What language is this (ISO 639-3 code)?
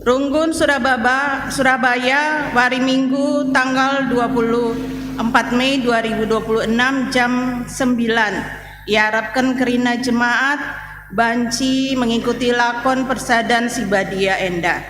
btx